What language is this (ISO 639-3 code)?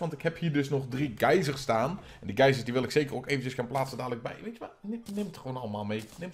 nld